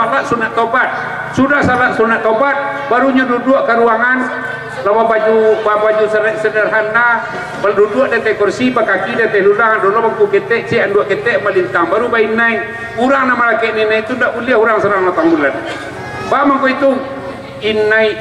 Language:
Minangkabau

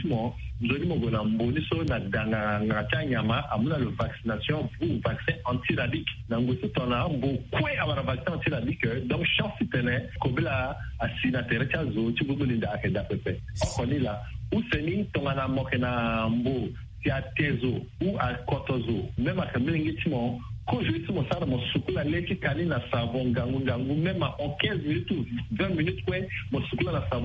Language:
Sango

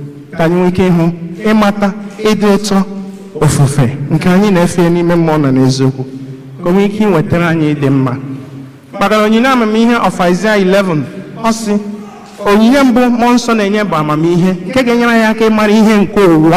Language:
Igbo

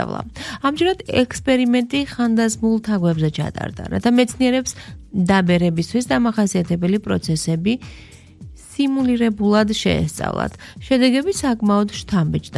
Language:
Georgian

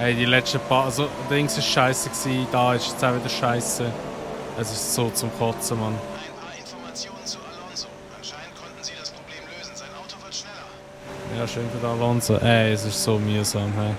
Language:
Swiss German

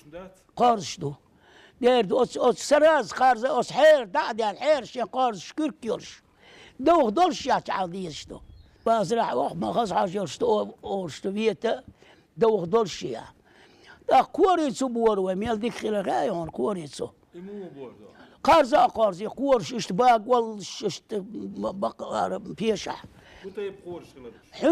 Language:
Chechen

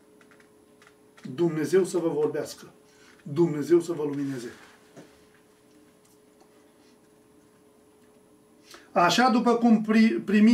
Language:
Romanian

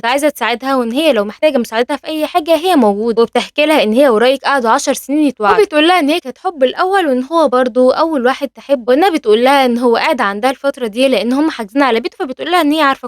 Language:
Egyptian Arabic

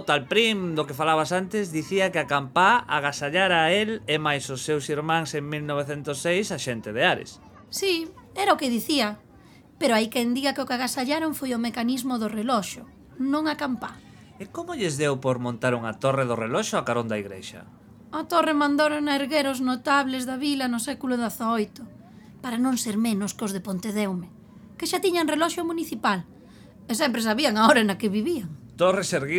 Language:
Galician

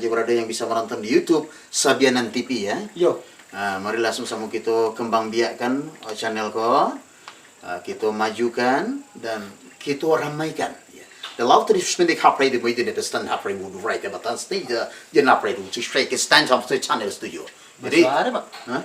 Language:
Minangkabau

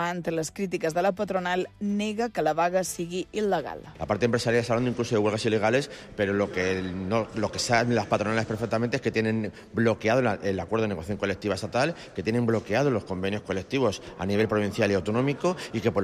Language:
Catalan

